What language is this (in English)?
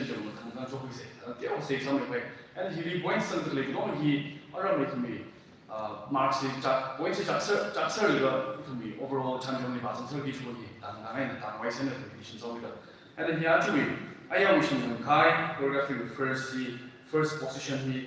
Tangkhul Naga (India)